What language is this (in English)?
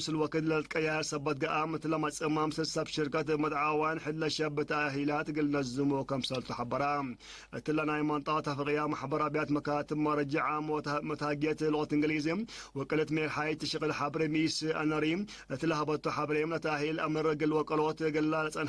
Tigre